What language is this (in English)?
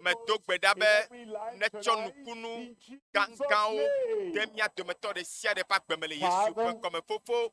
Ewe